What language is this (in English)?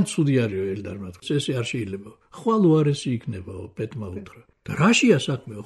Georgian